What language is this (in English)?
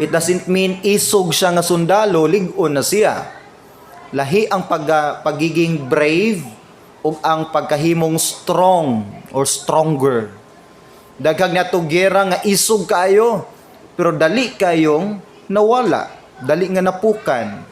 Cebuano